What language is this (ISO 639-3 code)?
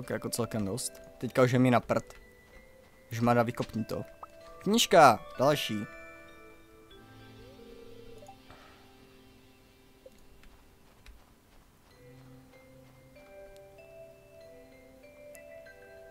ces